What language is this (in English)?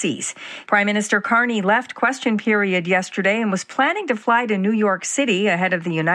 English